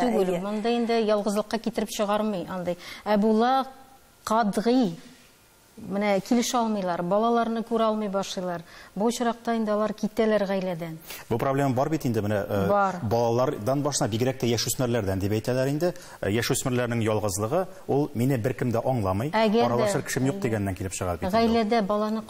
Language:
Tatar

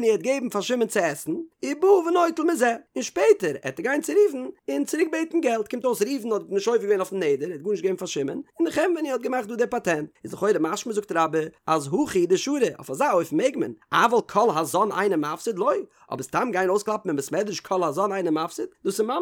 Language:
Yiddish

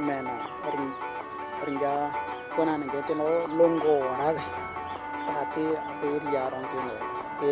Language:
Western Dani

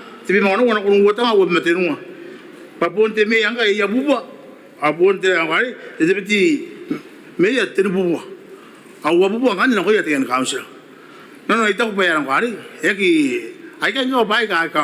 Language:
Gilbertese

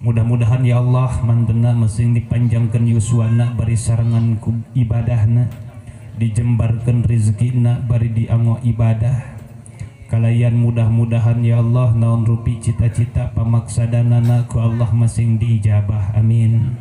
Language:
Sundanese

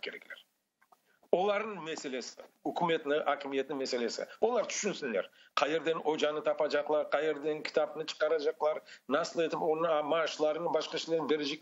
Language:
Crimean Tatar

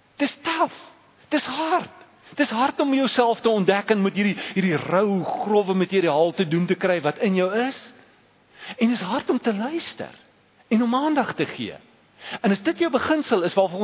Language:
Afrikaans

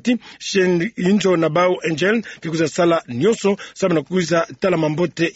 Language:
Kituba (Democratic Republic of Congo)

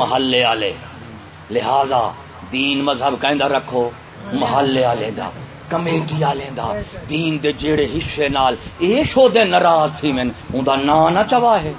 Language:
Saraiki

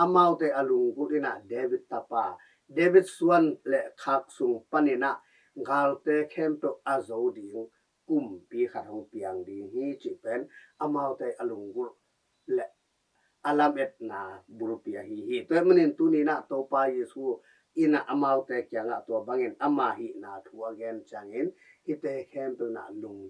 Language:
Tedim Chin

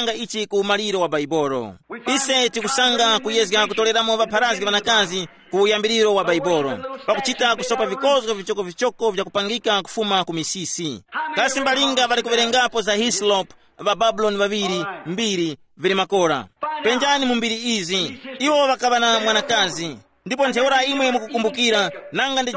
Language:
Tumbuka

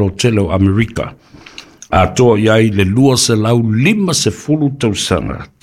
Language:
Samoan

